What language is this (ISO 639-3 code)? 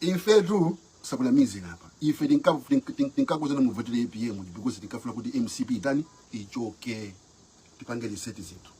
nya